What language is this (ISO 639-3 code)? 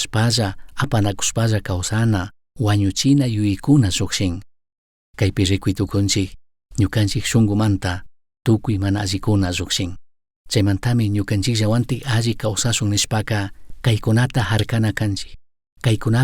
qug